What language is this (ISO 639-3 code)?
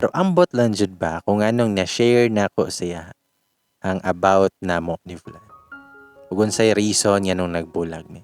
ceb